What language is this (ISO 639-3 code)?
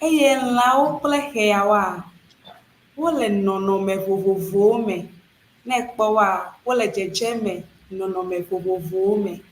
ewe